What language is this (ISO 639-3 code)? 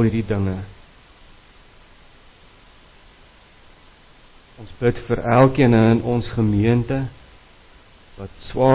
afr